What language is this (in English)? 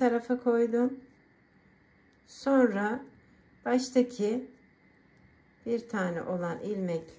Turkish